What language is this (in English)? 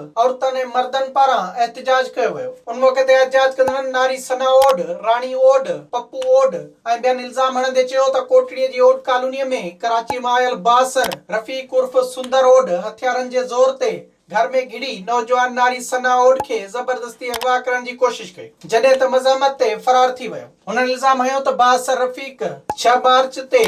Sindhi